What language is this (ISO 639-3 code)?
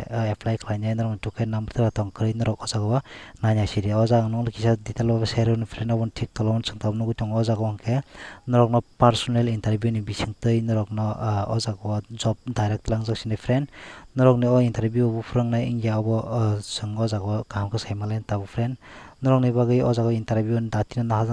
trp